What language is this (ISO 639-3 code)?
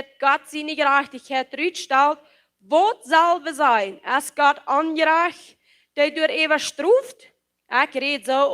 pdt